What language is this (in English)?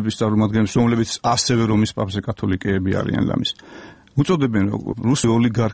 Georgian